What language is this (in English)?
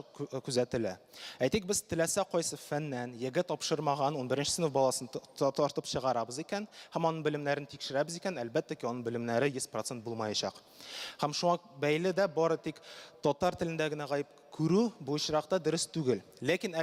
Tatar